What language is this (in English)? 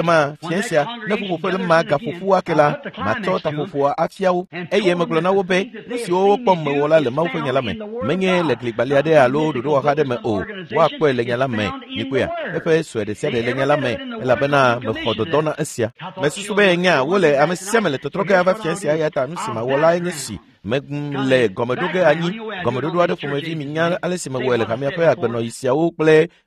Ewe